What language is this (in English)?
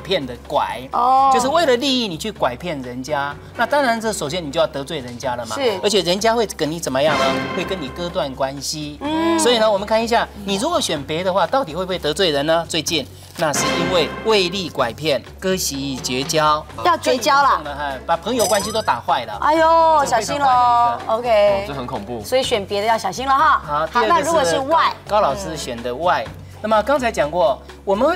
Chinese